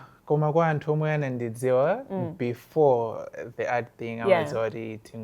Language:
Nyanja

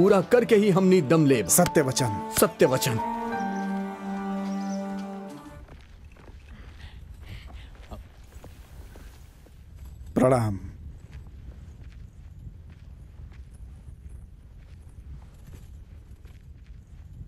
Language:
Bhojpuri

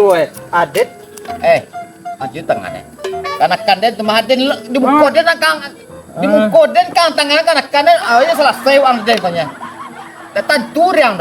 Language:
Minangkabau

